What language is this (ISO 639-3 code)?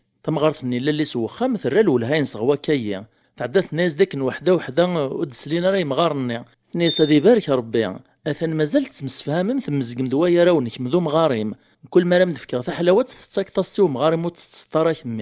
kab